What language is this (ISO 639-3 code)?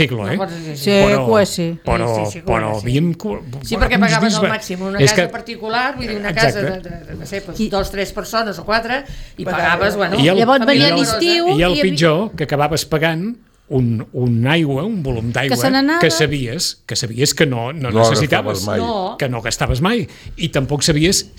cat